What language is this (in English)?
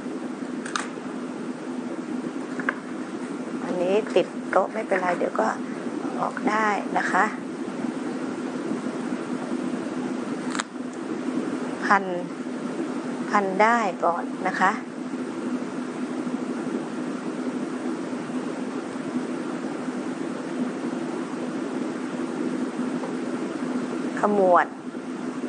Thai